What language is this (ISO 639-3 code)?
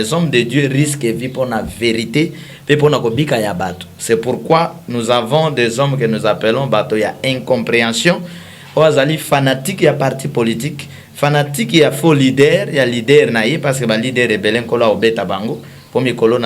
lin